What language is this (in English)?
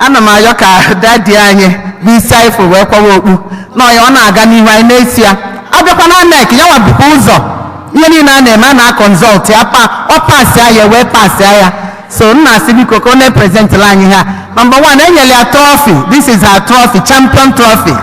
Igbo